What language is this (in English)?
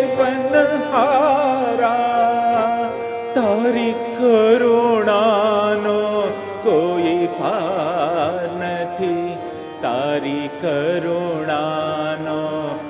Gujarati